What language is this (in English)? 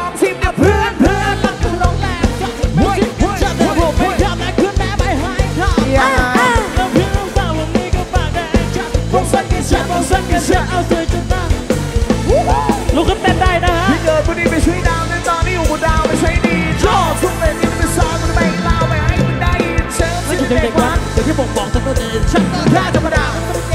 Thai